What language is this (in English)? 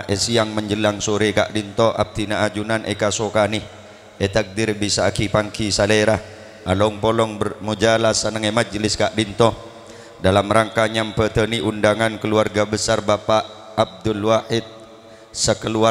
Madurese